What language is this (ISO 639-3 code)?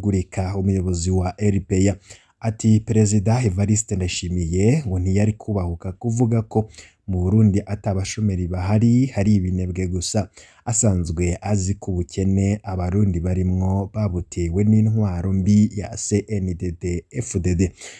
run